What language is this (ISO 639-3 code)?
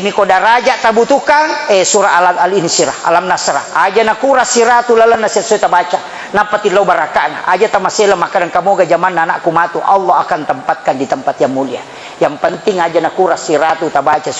bug